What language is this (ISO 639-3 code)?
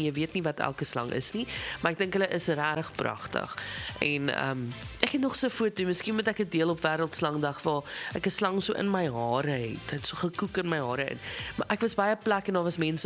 afr